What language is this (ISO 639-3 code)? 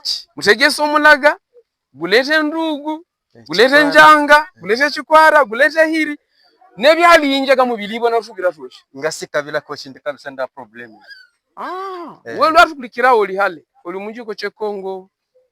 hav